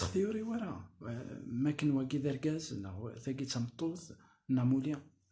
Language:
Kabyle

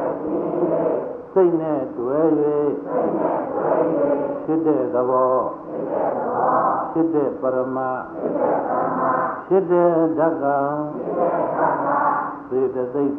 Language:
Burmese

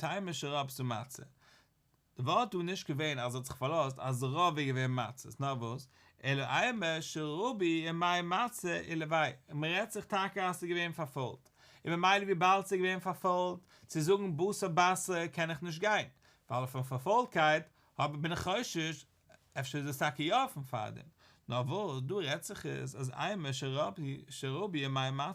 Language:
Yiddish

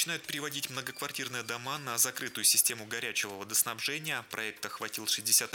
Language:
Russian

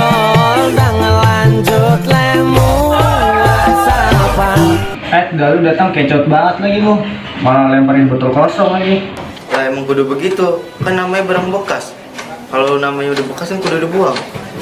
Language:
Betawi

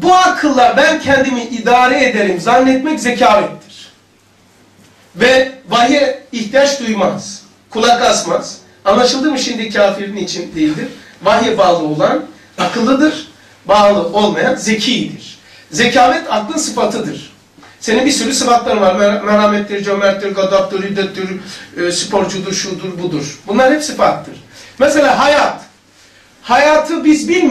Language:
Turkish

